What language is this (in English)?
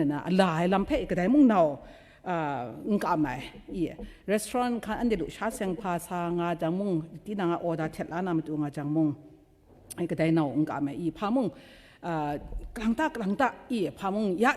Kachin